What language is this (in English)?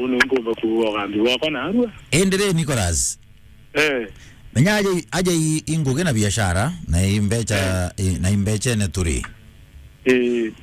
Meru